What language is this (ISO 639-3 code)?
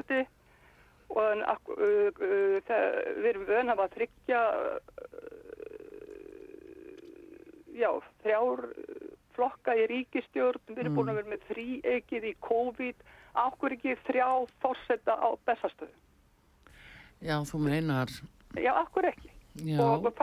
isl